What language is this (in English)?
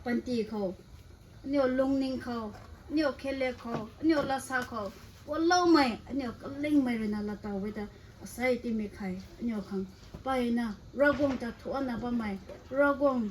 Rongmei Naga